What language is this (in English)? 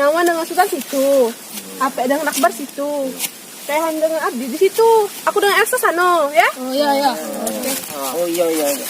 Musi